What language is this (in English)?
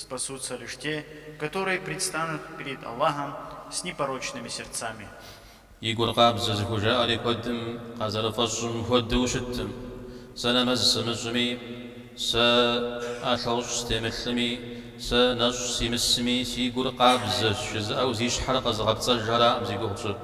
Kabardian